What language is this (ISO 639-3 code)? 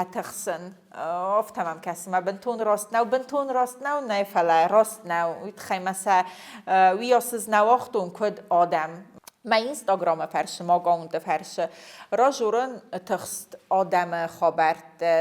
oss